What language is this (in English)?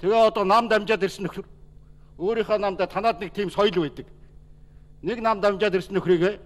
Mongolian